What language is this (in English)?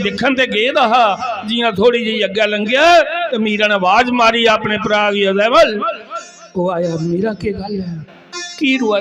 Dogri